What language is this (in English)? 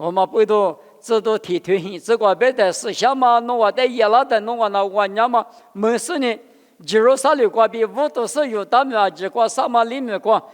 Lisu